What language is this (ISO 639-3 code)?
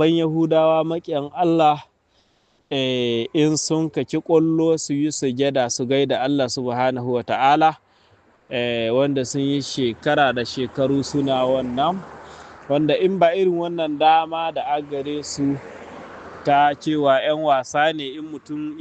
hau